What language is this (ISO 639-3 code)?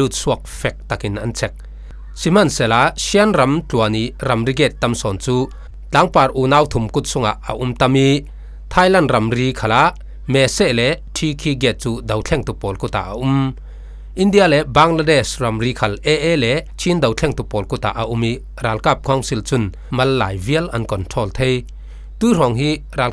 cfm